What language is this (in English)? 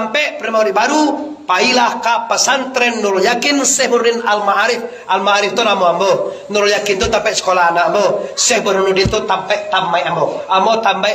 Minangkabau